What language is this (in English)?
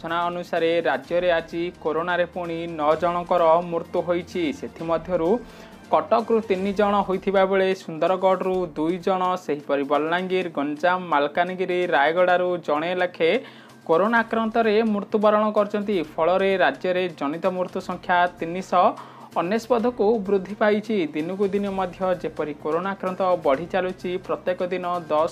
Odia